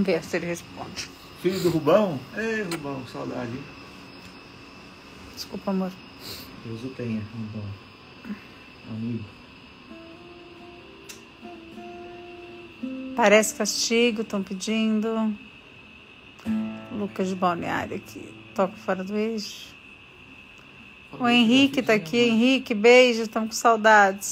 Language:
Portuguese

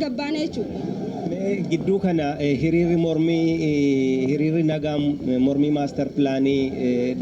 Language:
Oromo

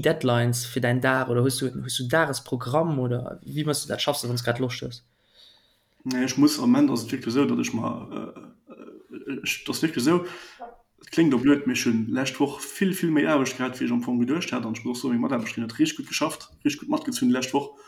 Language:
Luxembourgish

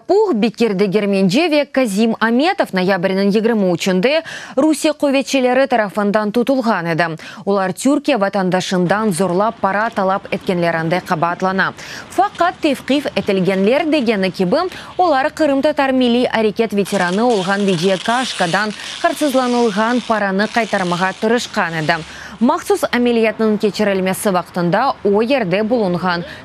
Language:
Crimean Tatar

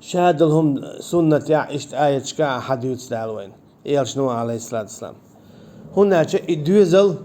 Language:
Chechen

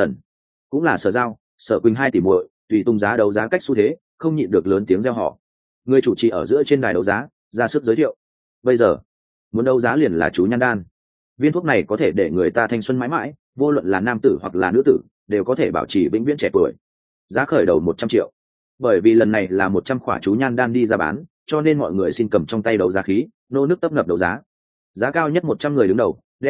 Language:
Vietnamese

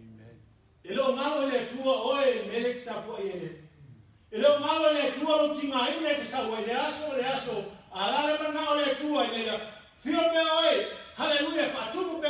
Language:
Samoan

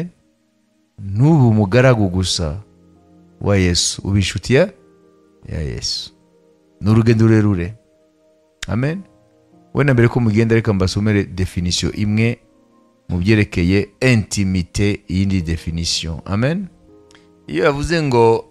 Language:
Kinyarwanda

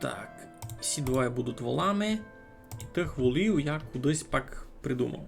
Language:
Rusyn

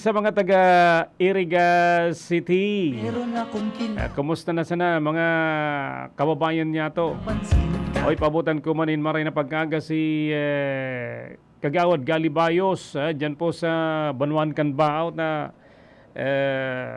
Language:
Bikol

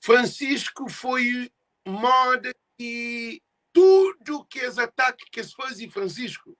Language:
Kabuverdianu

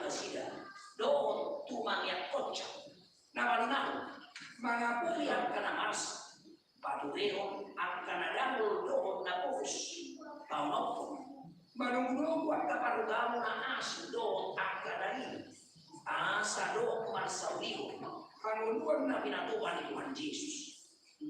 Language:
Batak Toba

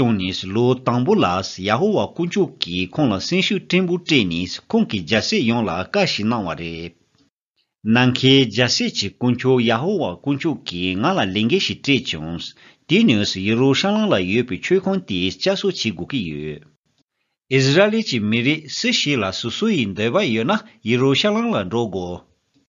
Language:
Tibetan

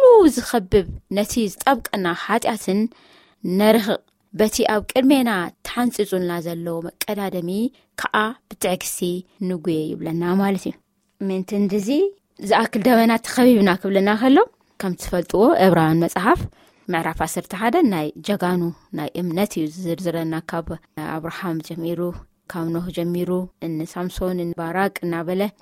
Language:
Tigrinya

